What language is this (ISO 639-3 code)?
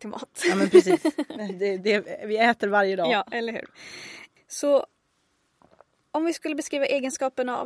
swe